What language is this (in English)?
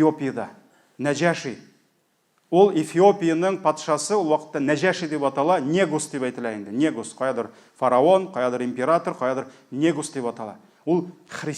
Tatar